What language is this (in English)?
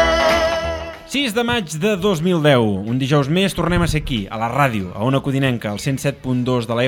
Catalan